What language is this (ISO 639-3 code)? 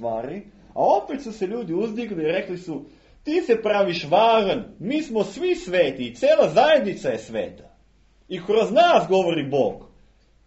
srp